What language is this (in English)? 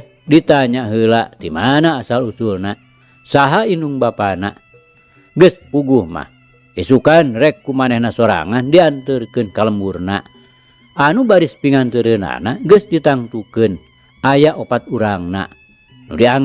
Sundanese